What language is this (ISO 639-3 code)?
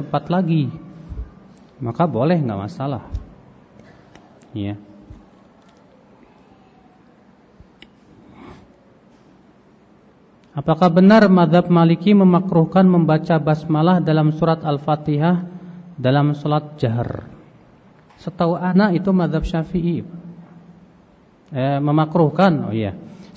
ind